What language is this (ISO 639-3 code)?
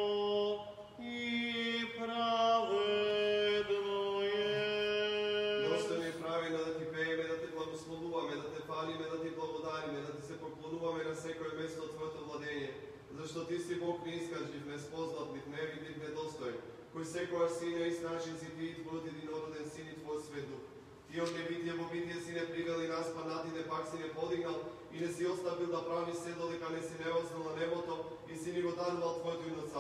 mkd